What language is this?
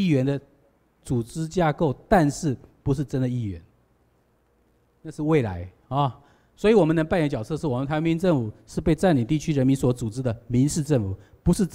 Chinese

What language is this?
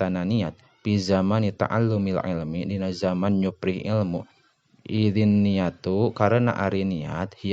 Sundanese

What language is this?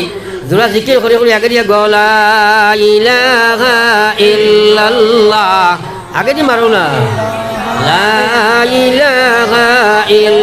Sylheti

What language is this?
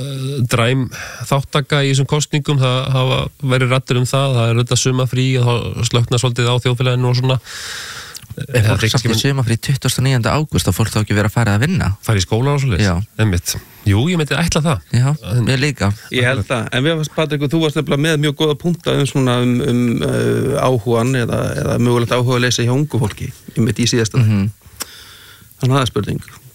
Icelandic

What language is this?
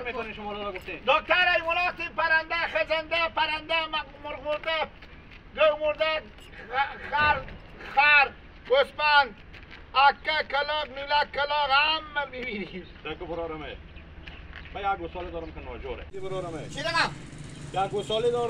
Hazaragi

